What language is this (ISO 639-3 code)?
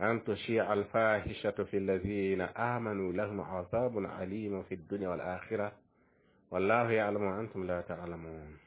mos